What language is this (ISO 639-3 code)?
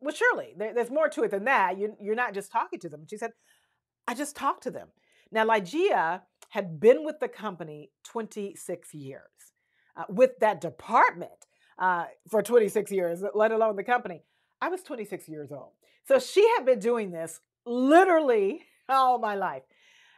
eng